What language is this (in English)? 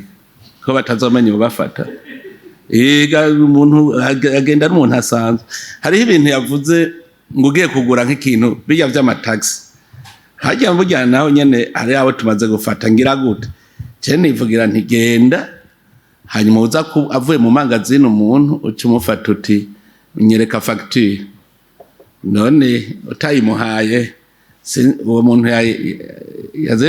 Rundi